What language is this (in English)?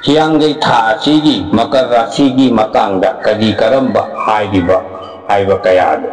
Manipuri